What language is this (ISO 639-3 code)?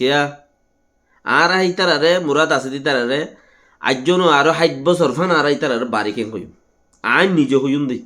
rhg